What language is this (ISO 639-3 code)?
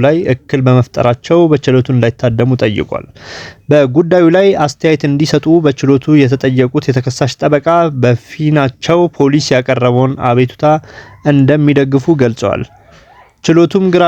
amh